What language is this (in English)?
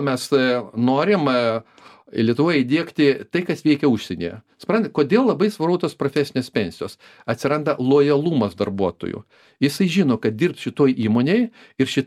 Lithuanian